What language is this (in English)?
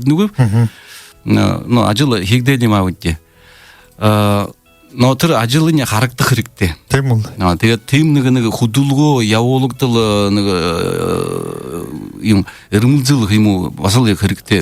Buriat